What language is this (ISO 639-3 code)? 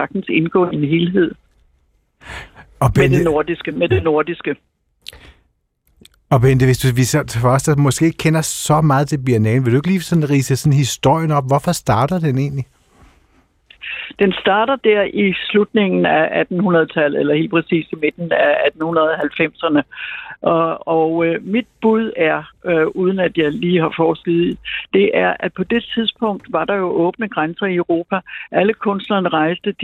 dan